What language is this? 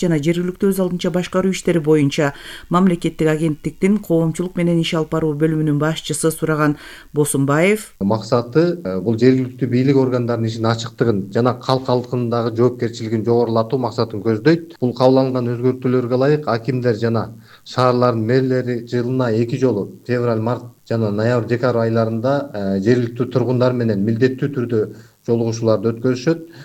Kyrgyz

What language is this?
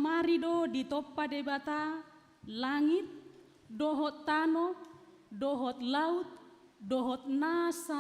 Batak Toba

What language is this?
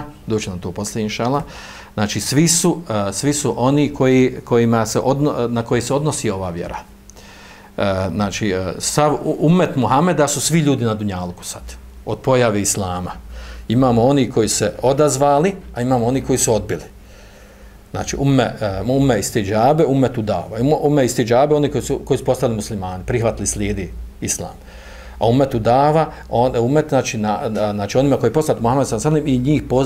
Bosnian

